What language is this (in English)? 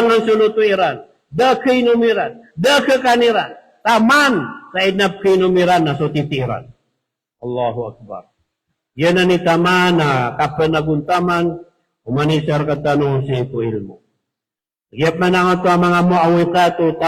Maranao